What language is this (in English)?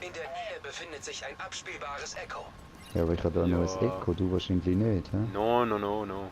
Swiss German